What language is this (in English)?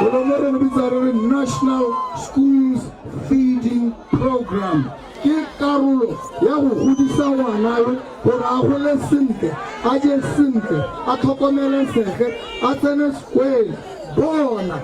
Tswana